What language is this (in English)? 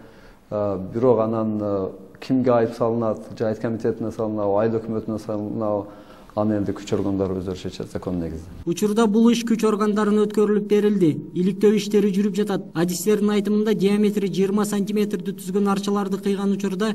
Kyrgyz